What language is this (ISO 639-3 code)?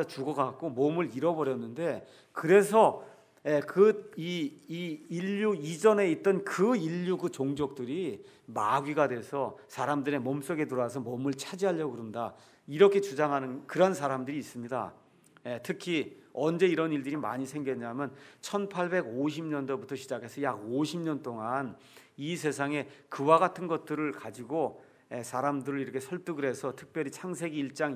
kor